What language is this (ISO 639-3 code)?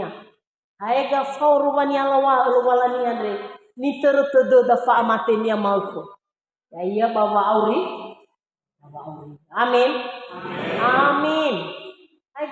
nia